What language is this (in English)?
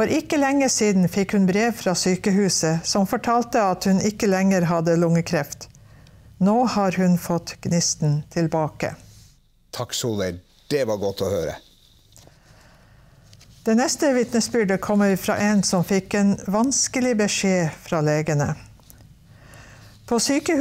Norwegian